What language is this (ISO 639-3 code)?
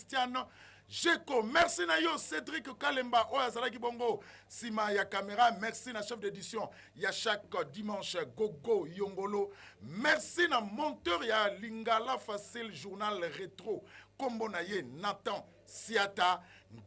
lin